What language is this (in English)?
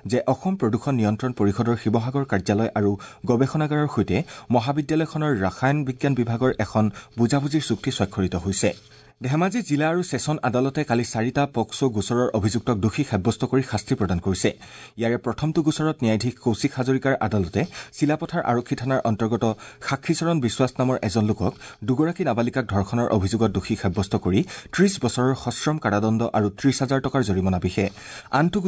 Assamese